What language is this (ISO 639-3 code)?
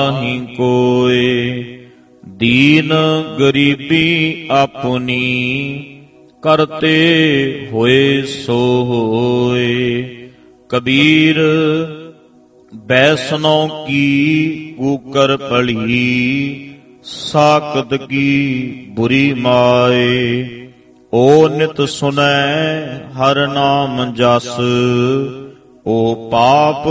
pan